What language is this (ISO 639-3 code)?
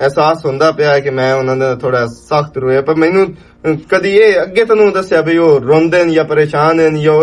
lah